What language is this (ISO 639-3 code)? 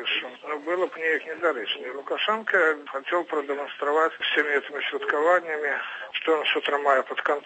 bel